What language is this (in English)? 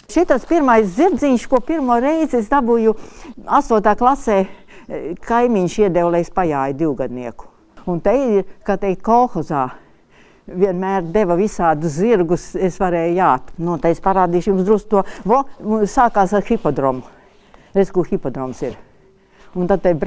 Latvian